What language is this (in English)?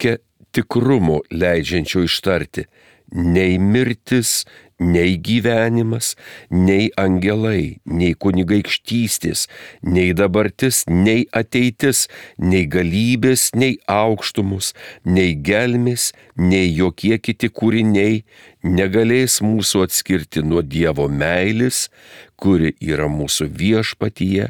Lithuanian